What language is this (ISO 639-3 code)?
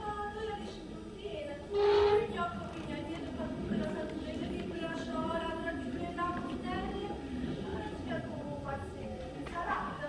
nap